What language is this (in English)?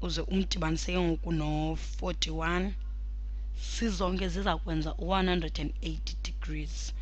Xhosa